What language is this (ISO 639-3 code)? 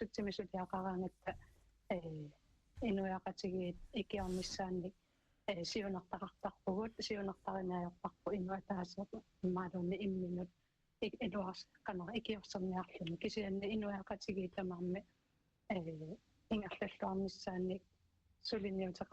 kal